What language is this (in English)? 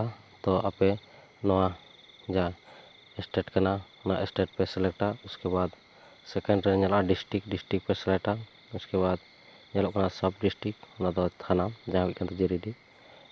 Santali